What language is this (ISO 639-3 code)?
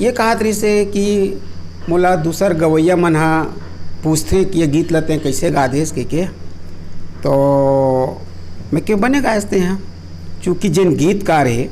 hne